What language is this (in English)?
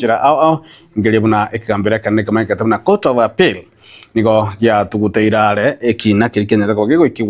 Gusii